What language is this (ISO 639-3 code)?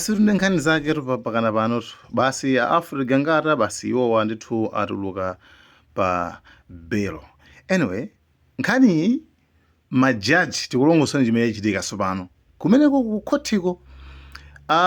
nya